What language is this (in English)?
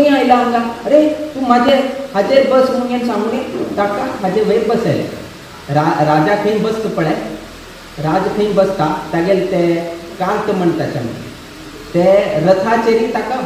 Konkani